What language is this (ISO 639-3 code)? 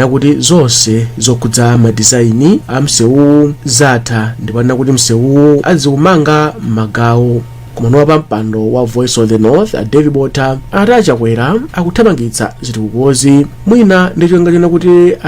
nya